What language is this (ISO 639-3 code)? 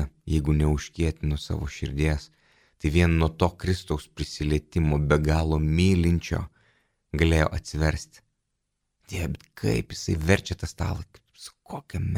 lit